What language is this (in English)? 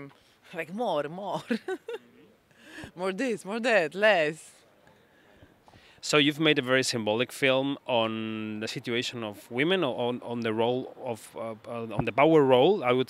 English